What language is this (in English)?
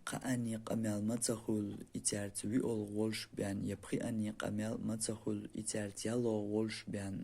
Chechen